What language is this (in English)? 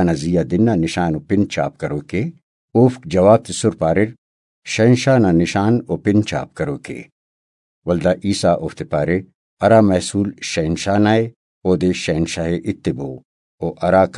Brahui